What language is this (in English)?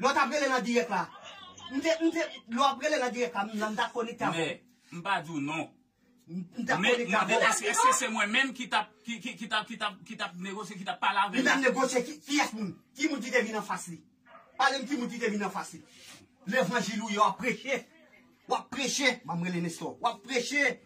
Haitian Creole